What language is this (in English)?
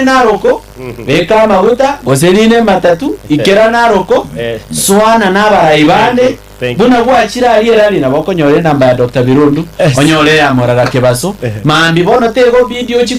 Gusii